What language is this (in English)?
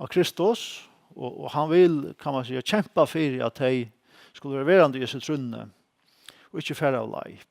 Faroese